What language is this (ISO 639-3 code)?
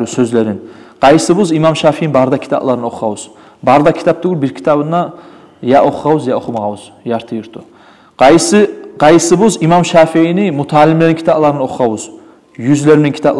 kum